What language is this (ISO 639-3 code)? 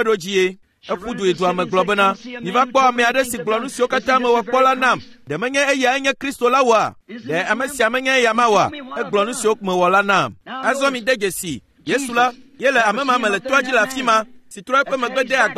ewe